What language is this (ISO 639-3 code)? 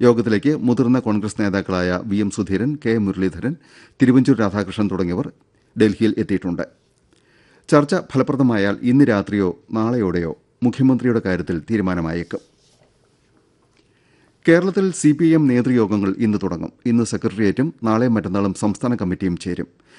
mal